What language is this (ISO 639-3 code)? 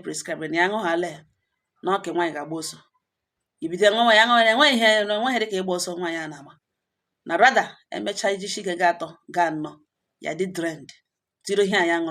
ibo